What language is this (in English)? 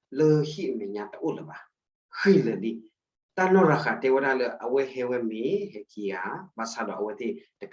S'gaw Karen